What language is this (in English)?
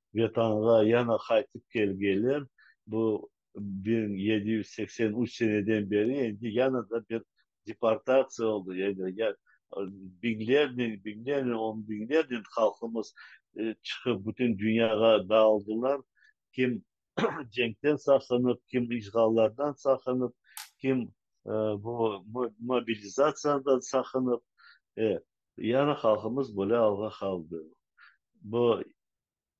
Crimean Tatar